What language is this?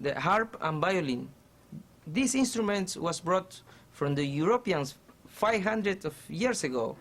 Huamalíes-Dos de Mayo Huánuco Quechua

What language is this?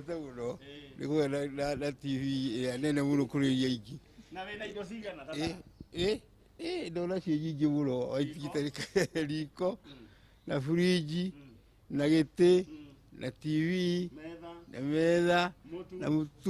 Kikuyu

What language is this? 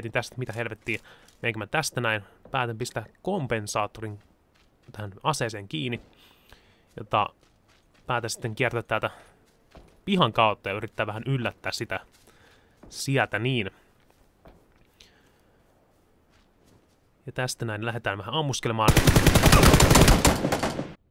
Finnish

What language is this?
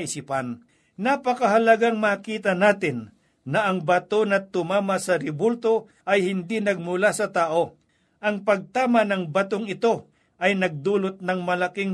Filipino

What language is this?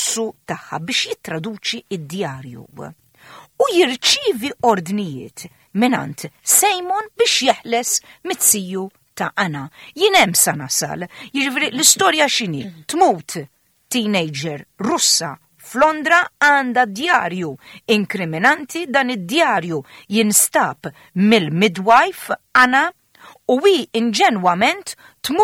Maltese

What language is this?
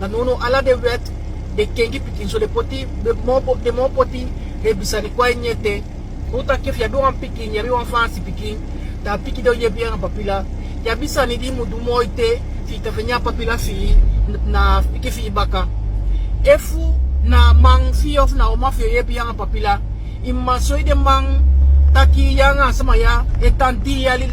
Sranan Tongo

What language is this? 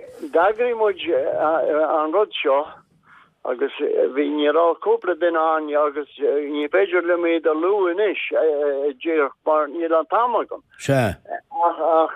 Irish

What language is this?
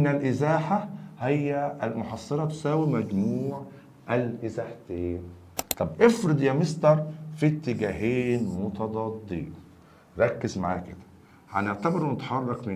Egyptian Arabic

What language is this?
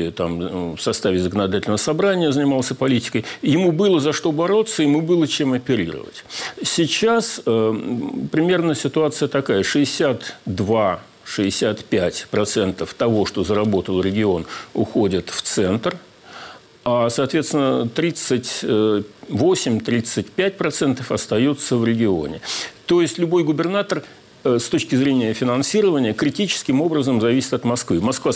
Russian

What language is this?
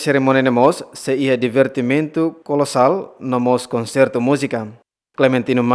Tetum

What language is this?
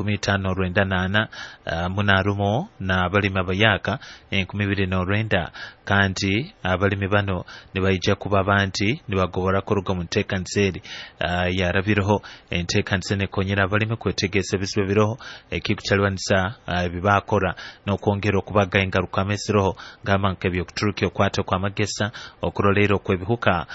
Nyoro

